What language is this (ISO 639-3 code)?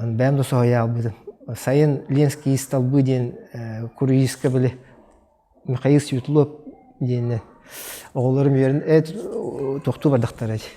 sah